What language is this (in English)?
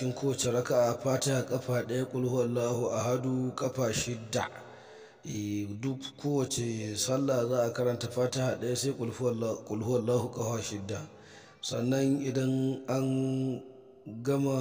Hausa